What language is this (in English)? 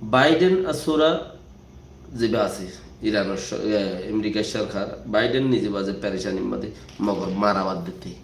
Rohingya